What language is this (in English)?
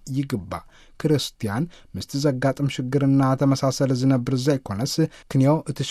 Tigrinya